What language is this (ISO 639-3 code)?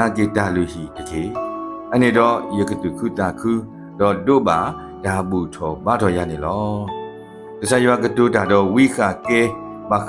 ksw